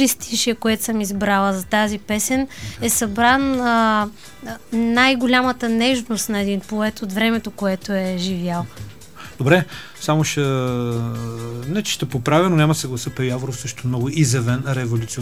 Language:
Bulgarian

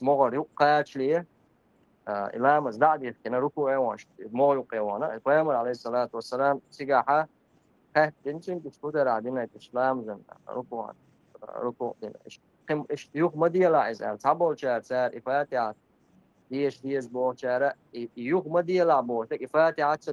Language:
Chechen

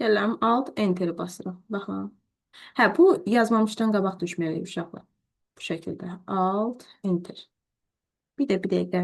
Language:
Azerbaijani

